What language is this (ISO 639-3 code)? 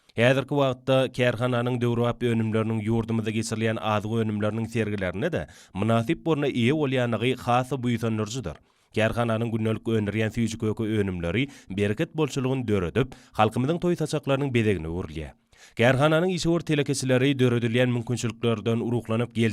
tuk